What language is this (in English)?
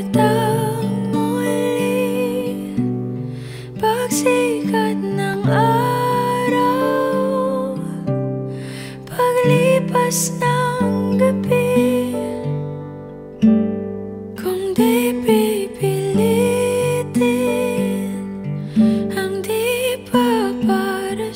Filipino